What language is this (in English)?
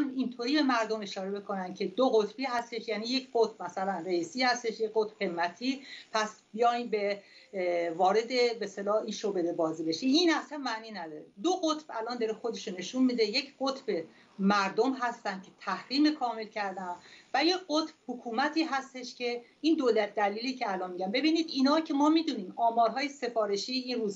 Persian